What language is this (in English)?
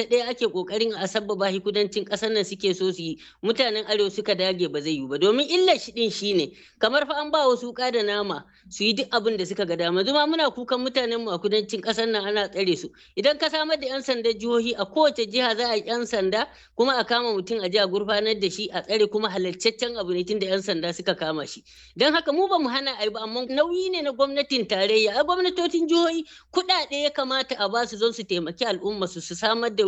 Hausa